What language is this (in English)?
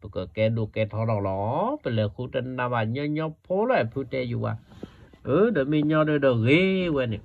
S'gaw Karen